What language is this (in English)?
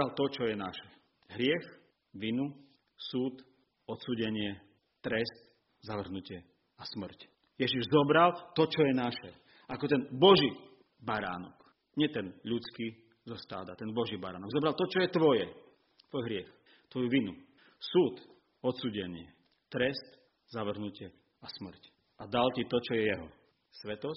Slovak